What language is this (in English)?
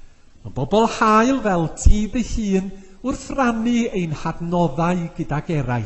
Welsh